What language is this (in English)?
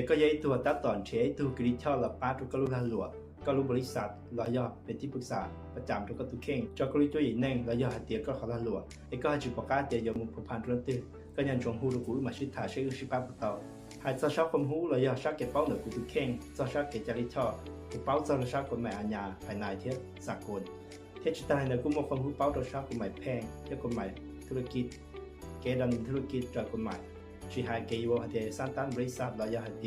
Hmong